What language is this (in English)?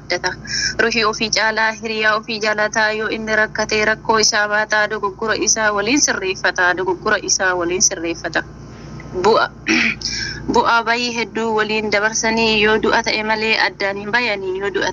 Oromo